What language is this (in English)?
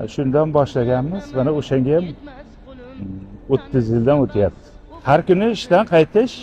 Uzbek